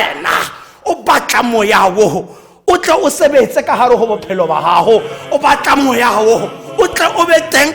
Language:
Tswana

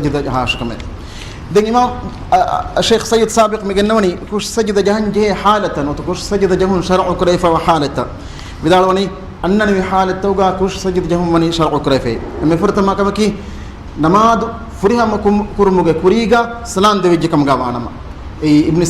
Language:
Divehi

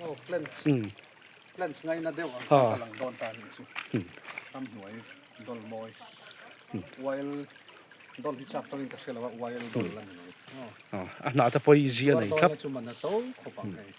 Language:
Mizo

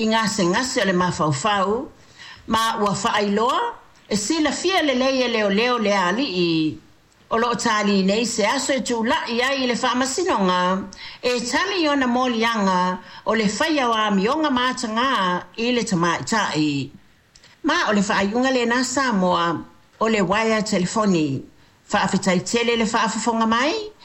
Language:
Samoan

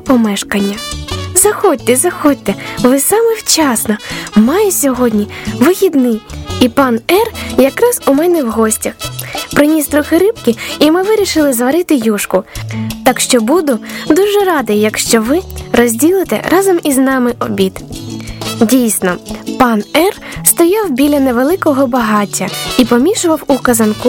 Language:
Ukrainian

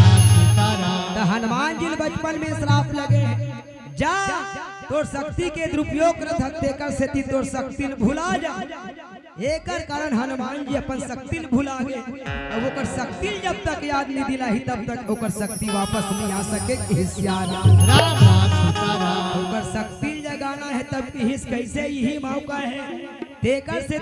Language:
Chhattisgarhi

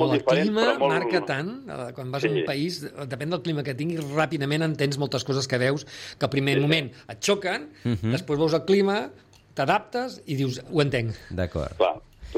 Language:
Catalan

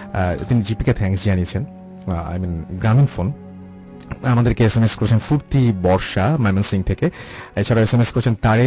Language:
Bangla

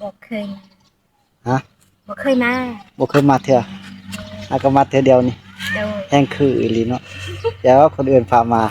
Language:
Northeastern Thai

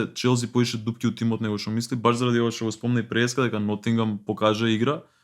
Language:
Macedonian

